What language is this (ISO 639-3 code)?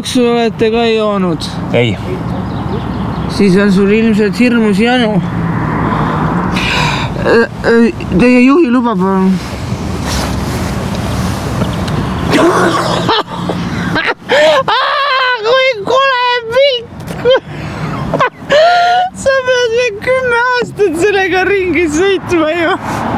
est